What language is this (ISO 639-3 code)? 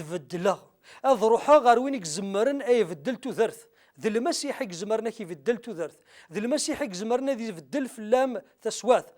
kab